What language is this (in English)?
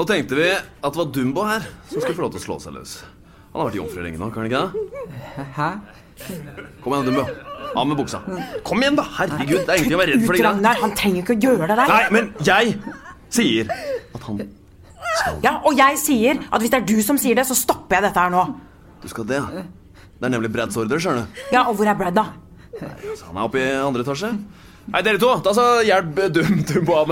Norwegian